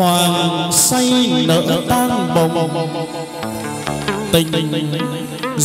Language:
Vietnamese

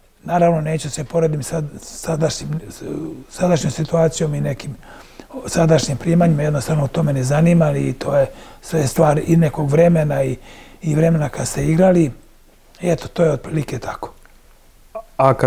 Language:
Serbian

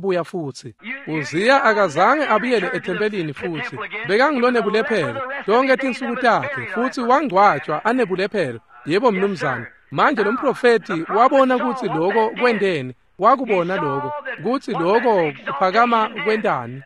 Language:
Swati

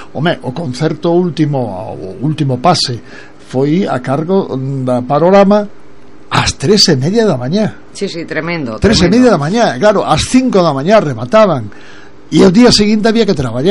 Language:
Galician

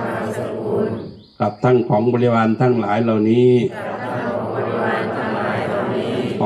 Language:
Northeastern Thai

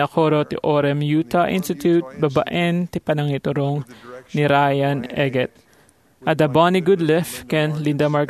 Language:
Iloko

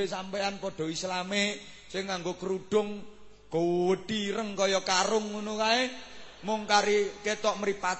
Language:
Javanese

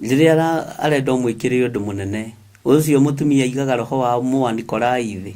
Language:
Kikuyu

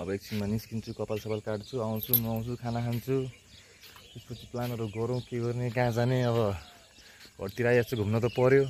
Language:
Nepali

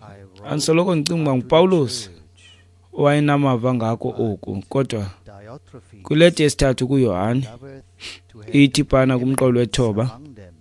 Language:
Xhosa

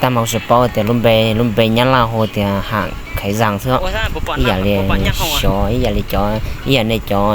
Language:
Hmong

